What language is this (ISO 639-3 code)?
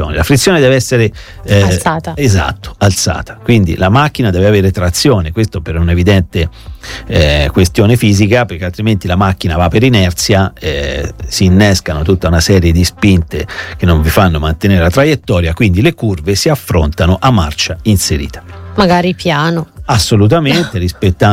ita